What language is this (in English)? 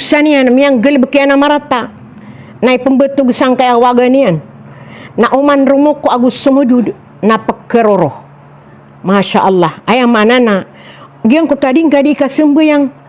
Maranao